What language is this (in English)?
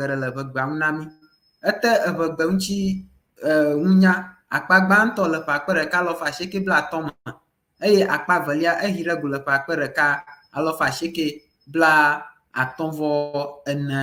Ewe